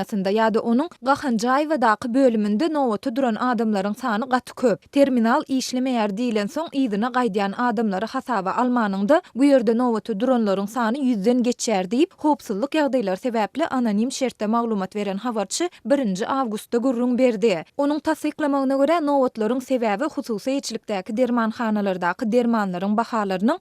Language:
Turkmen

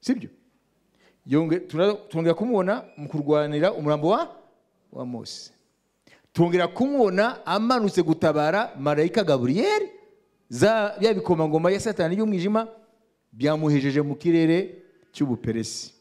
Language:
Kinyarwanda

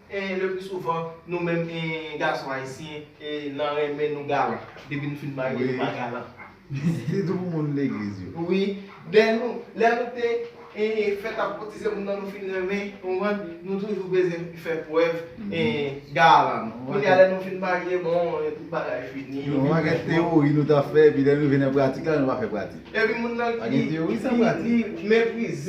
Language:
Haitian Creole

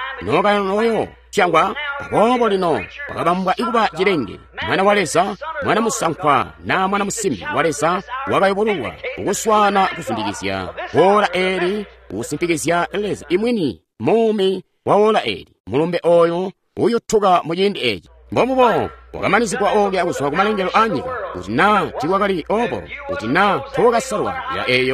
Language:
Tonga (Zambia)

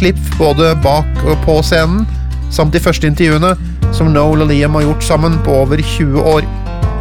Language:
Norwegian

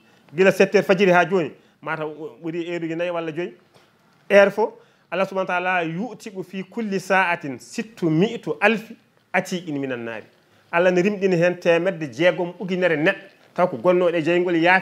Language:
Fula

